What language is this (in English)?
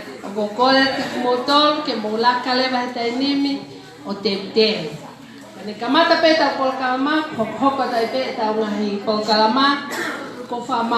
Tongan